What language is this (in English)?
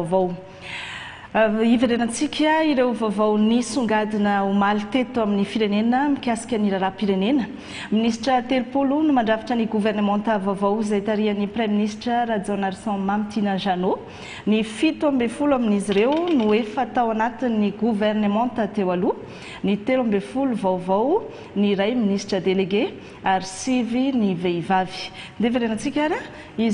Malagasy